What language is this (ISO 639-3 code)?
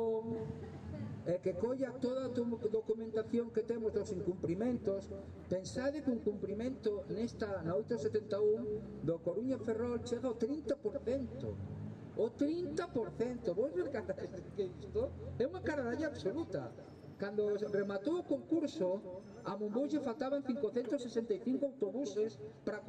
glg